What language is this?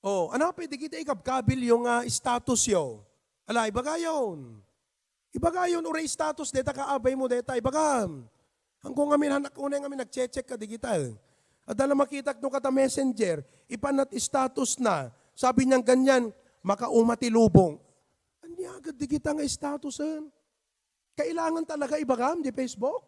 Iloko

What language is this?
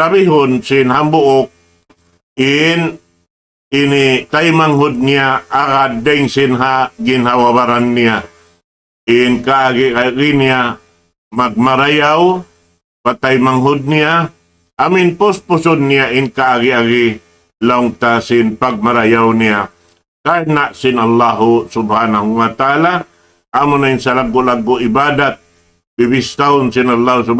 Tausug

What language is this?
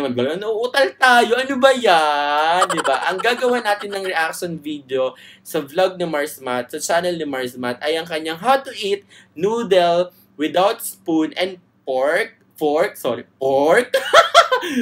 Filipino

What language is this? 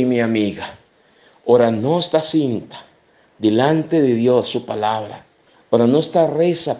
Papiamento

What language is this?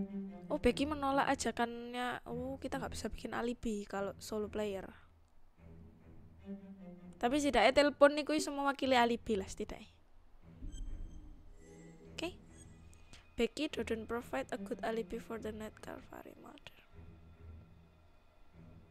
Indonesian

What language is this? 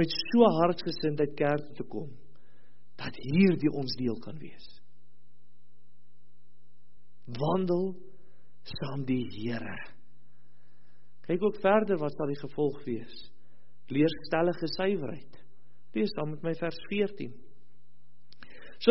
Afrikaans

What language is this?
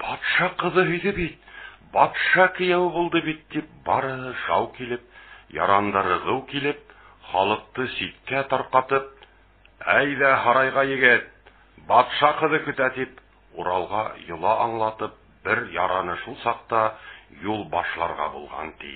Bashkir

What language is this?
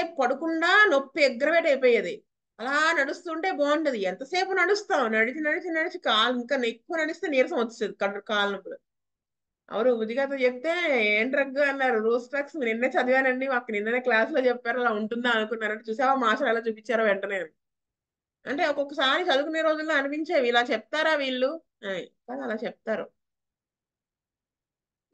Telugu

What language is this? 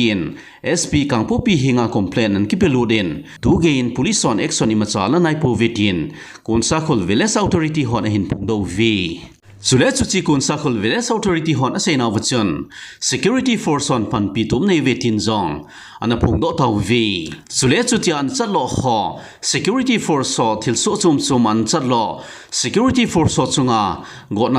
Thado Chin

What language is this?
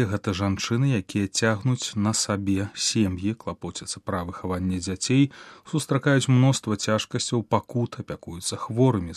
Belarusian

